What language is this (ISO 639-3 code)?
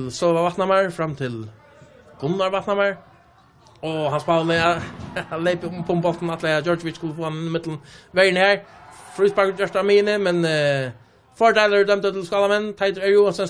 fao